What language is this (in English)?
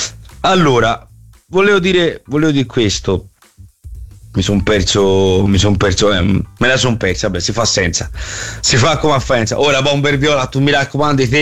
Italian